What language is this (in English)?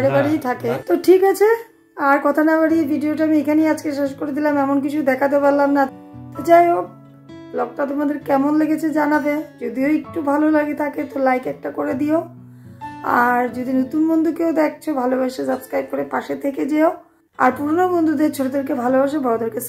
Bangla